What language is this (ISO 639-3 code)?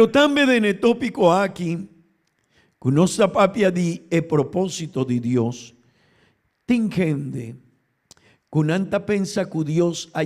pap